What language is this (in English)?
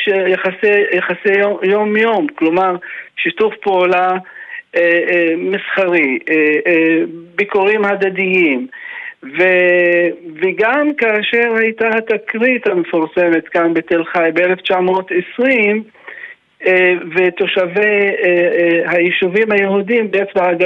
Hebrew